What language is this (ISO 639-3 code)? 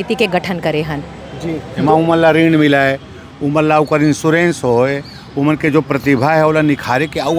hne